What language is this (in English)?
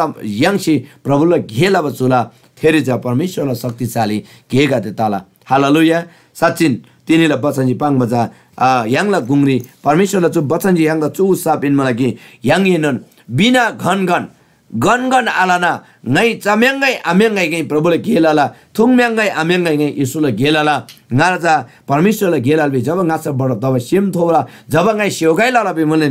Eastern Tamang